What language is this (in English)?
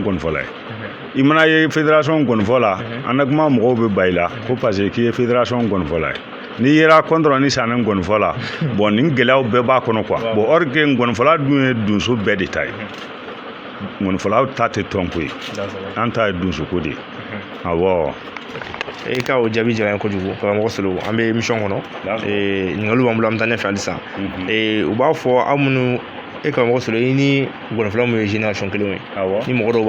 Bambara